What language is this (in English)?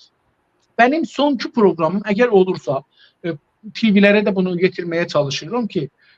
South Azerbaijani